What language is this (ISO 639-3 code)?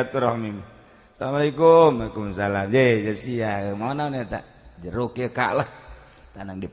sun